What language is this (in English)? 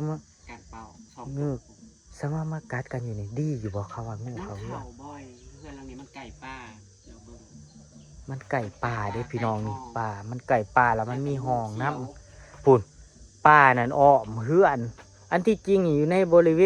Northeastern Thai